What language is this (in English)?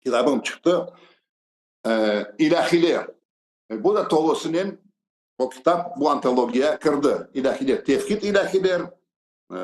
Crimean Tatar